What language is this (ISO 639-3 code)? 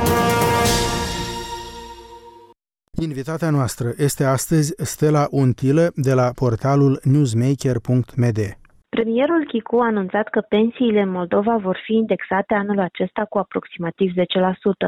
ron